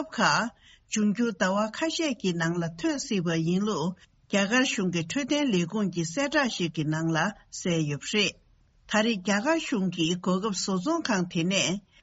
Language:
Tibetan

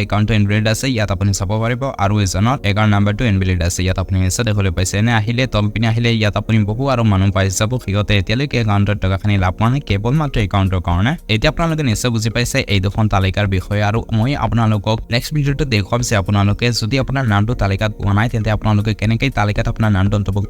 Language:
Assamese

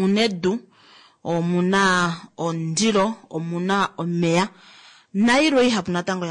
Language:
Kuanyama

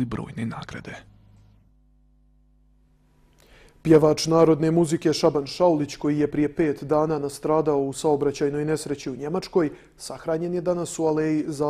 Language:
Bosnian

